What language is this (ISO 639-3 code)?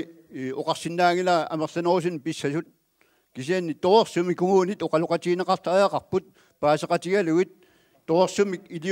kal